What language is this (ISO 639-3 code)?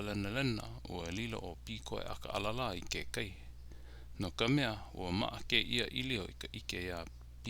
haw